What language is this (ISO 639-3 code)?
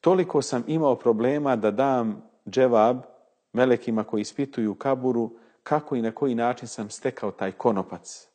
bos